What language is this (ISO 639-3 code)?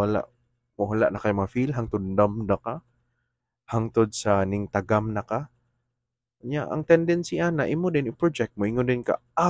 ceb